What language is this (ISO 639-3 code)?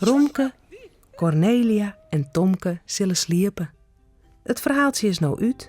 fry